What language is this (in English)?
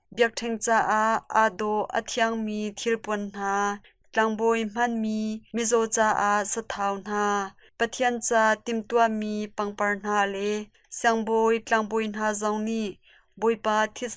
Hakha Chin